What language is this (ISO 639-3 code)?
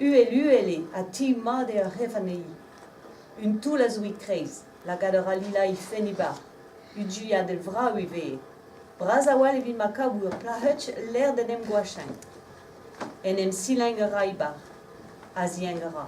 bre